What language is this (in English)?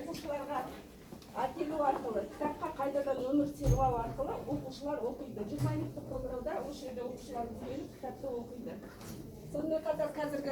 Kazakh